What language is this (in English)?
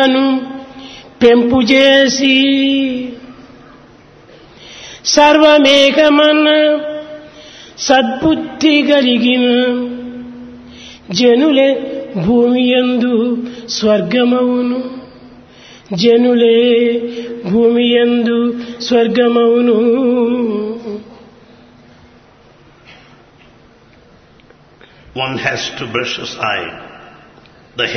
Telugu